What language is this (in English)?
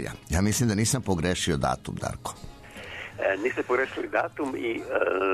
Serbian